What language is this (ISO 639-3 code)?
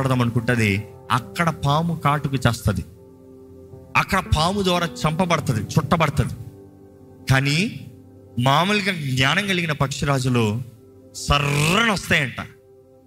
tel